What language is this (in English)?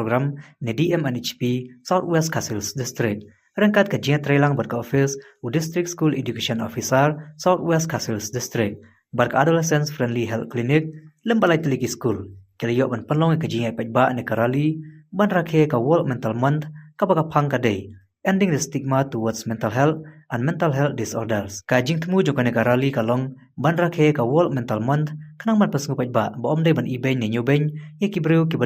Khasi